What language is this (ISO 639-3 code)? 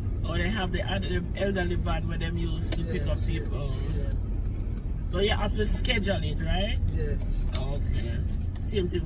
jam